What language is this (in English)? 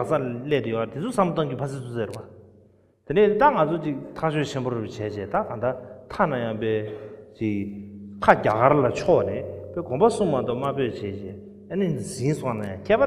Tibetan